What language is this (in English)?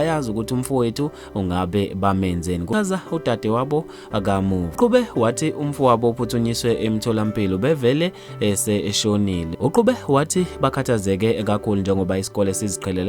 Zulu